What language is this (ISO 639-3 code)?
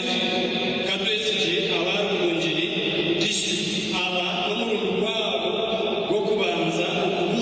nyn